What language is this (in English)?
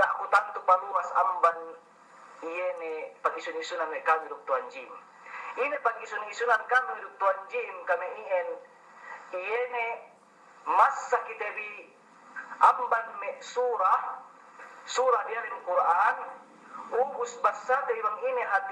Yakan